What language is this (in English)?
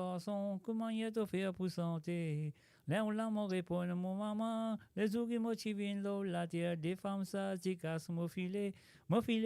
Morisyen